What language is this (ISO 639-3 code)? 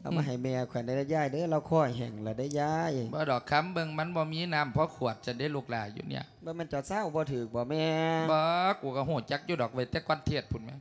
lao